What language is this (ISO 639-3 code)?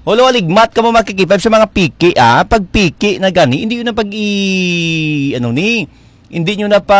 hil